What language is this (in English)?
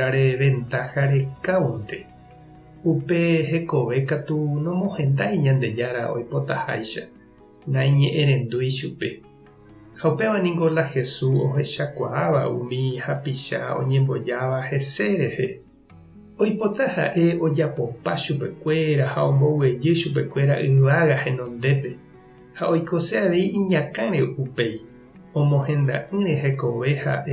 Guarani